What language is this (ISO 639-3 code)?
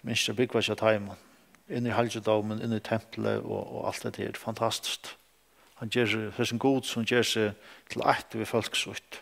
fao